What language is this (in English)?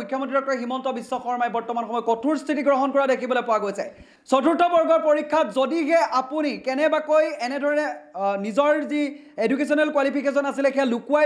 Assamese